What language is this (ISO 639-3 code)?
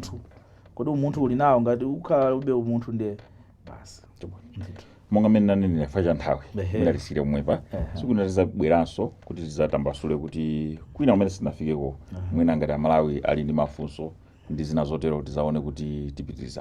nya